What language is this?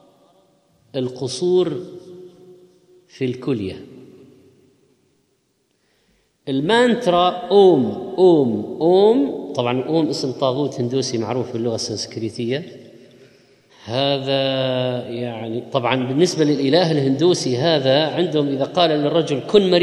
Arabic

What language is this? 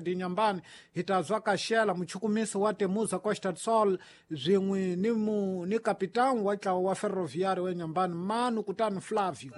Tsonga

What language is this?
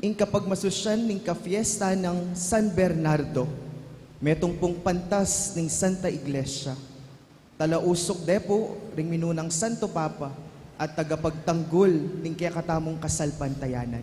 Pampanga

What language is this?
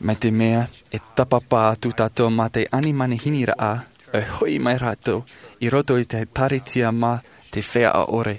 Tahitian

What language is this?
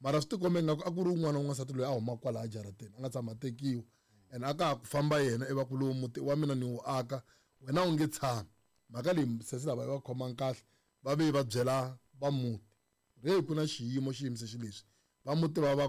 Tsonga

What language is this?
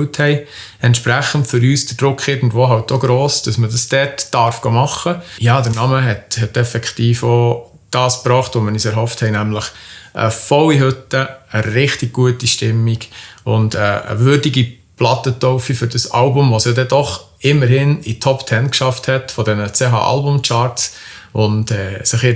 Swiss German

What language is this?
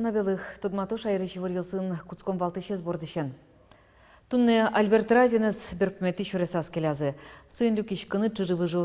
Udmurt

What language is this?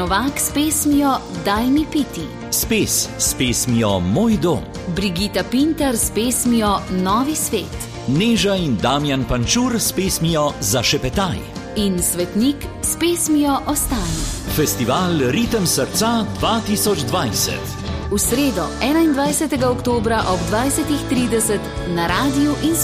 Slovenian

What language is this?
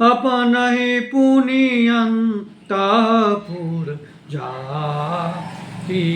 Maithili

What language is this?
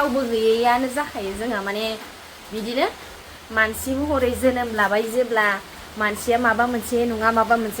Bodo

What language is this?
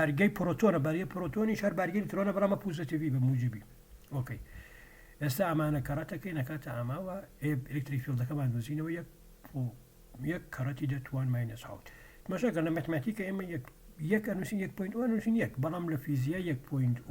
Central Kurdish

